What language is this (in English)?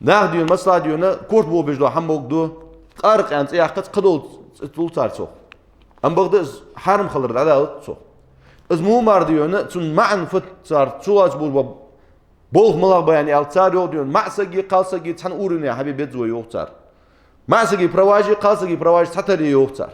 Ingush